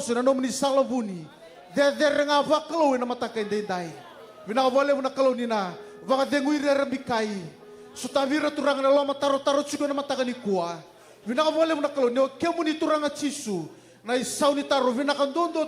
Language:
Fijian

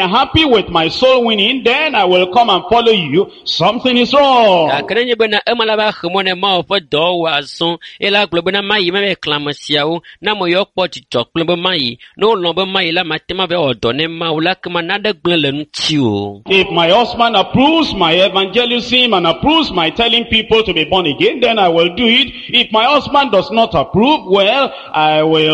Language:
Ewe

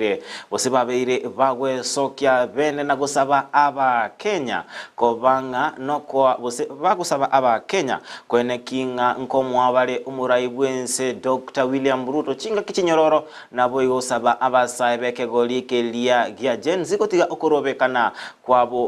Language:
Gusii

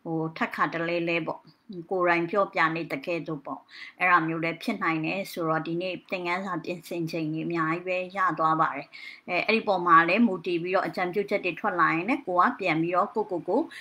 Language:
Burmese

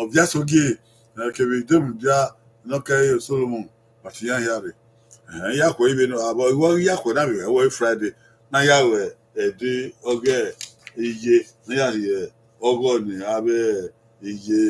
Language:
Bini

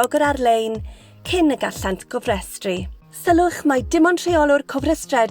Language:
Welsh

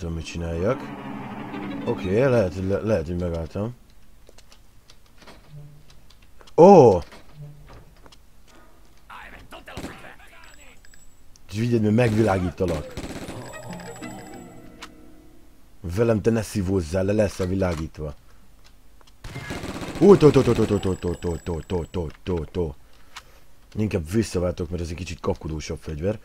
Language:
Hungarian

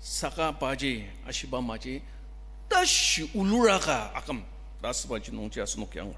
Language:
Ao Naga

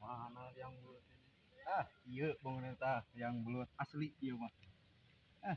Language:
Sundanese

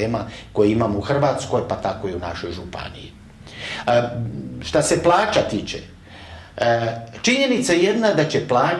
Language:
Croatian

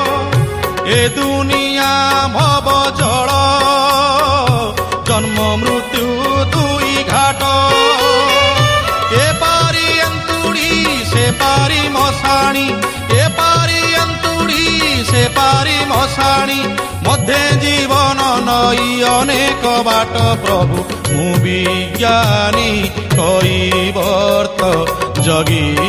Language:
Odia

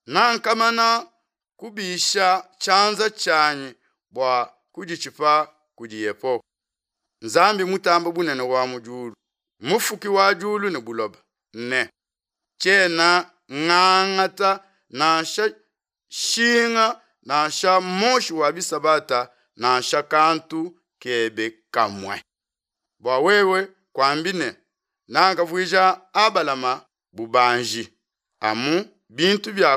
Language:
Luba-Lulua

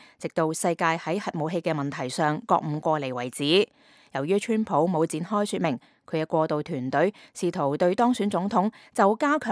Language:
Cantonese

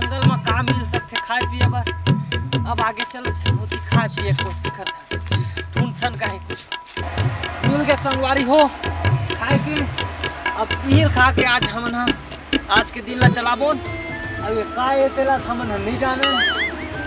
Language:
Chhattisgarhi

